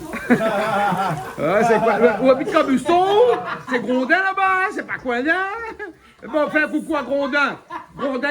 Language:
Réunion Creole French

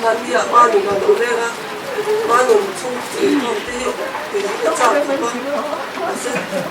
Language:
Mizo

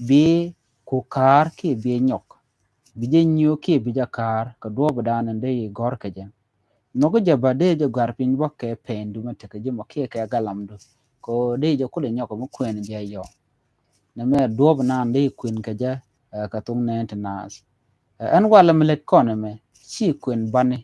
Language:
Nuer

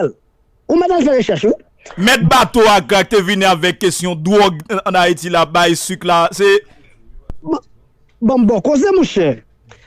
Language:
Haitian Creole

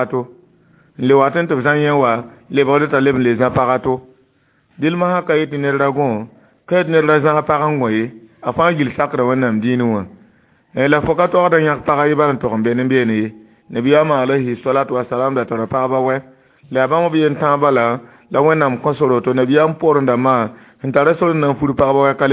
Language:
Mossi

